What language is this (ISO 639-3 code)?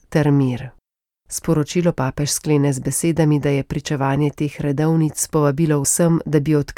slv